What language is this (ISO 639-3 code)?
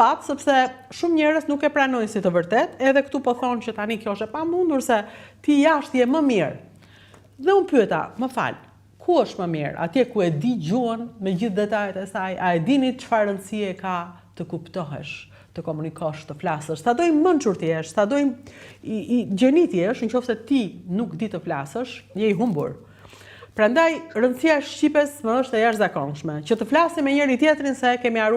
sqi